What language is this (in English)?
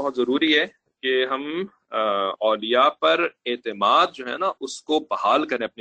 Urdu